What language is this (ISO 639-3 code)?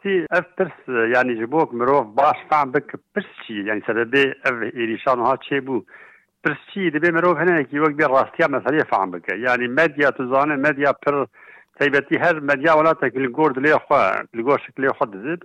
kur